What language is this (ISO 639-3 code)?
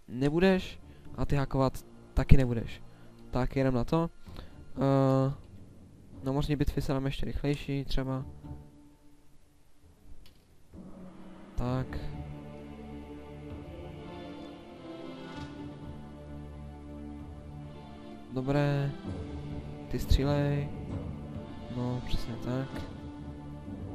ces